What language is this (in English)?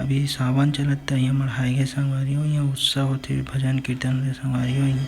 Chhattisgarhi